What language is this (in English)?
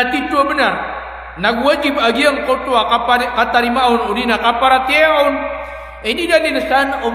Maranao